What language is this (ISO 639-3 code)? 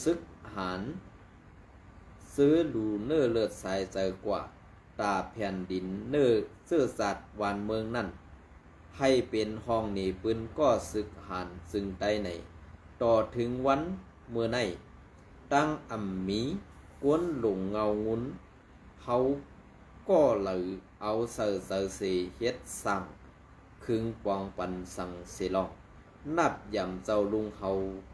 shn